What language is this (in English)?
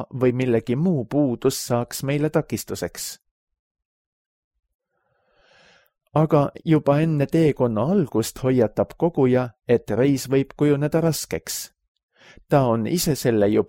Estonian